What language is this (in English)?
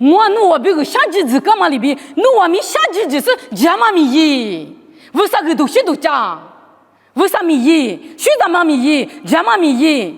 Lisu